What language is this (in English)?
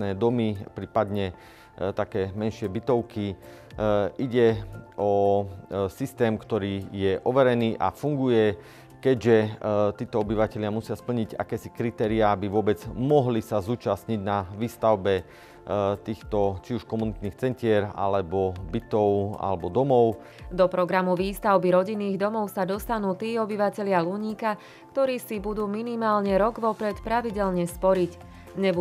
Slovak